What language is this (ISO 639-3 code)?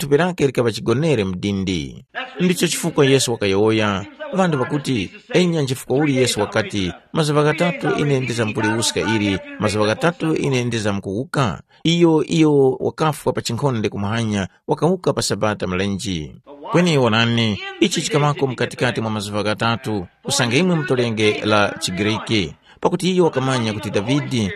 tum